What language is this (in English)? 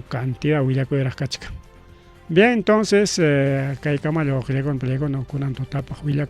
Ayacucho Quechua